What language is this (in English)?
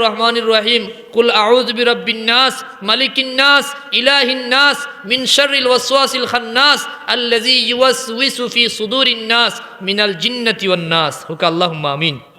Sylheti